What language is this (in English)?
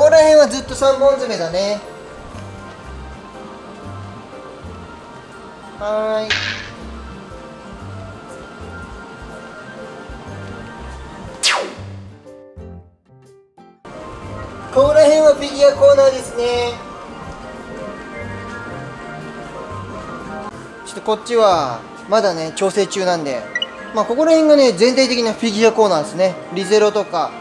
Japanese